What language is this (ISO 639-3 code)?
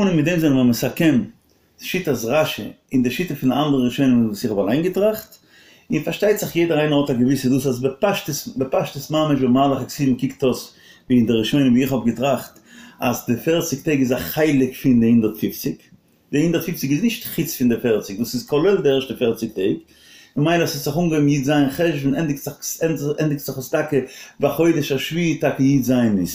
yid